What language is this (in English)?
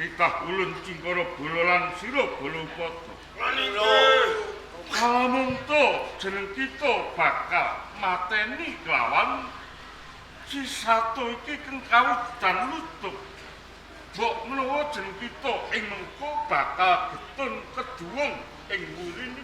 Javanese